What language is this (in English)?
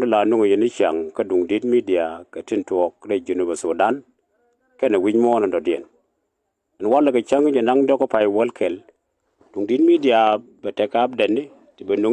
Nuer